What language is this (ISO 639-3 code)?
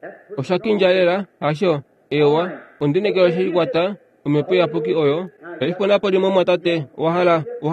kua